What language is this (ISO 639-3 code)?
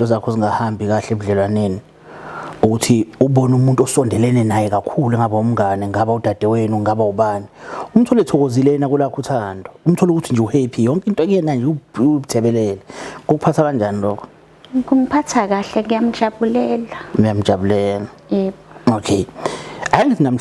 zul